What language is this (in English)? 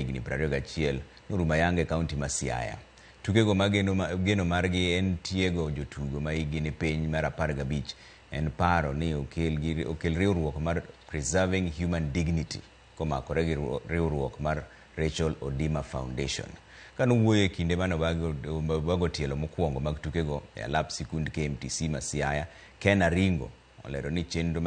Luo (Kenya and Tanzania)